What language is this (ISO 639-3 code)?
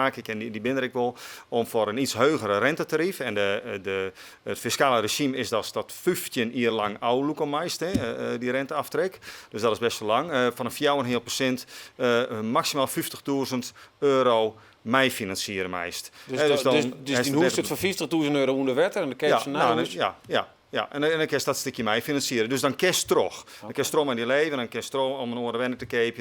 fry